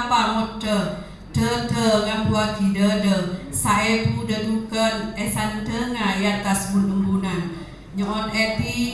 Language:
Madurese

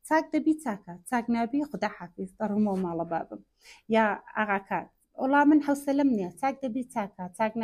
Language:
Central Kurdish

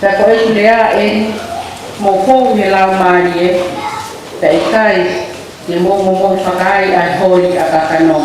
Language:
Tongan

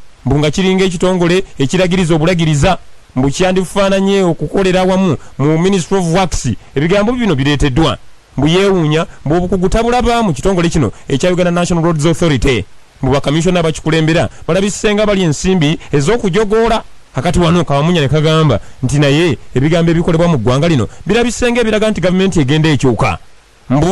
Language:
Ganda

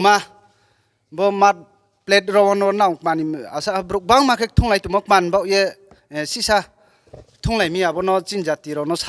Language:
Riang (India)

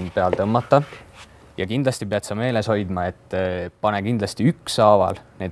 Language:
Estonian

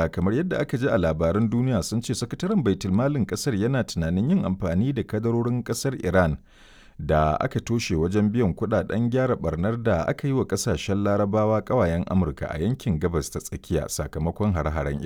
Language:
Hausa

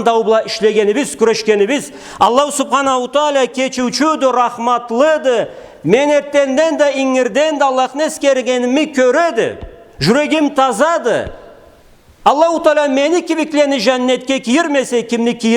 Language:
Karachay-Balkar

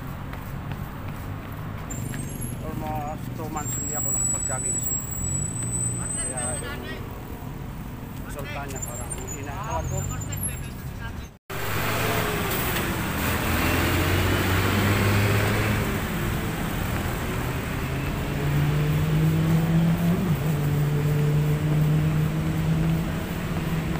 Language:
Filipino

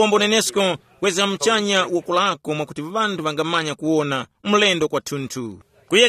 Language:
Tumbuka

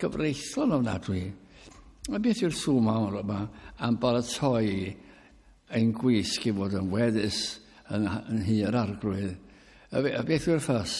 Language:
Welsh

